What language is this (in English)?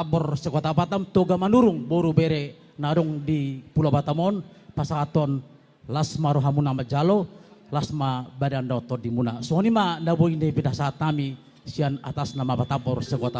Batak Toba